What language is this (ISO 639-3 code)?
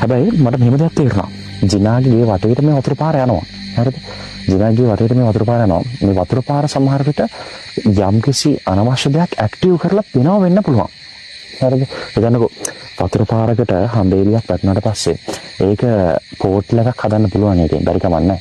sin